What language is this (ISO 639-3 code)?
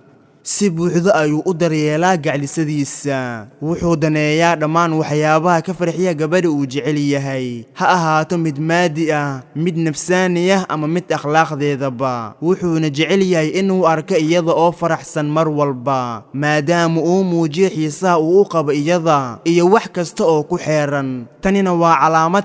som